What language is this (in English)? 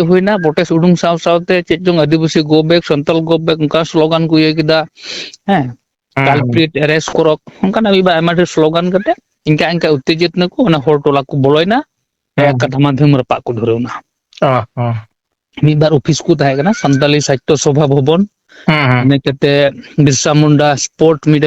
Santali